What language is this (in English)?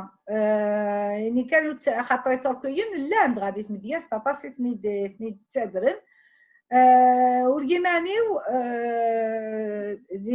Kabyle